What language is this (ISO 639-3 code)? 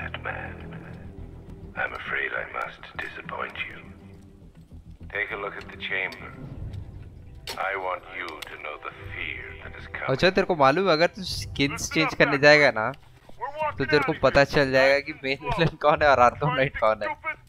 eng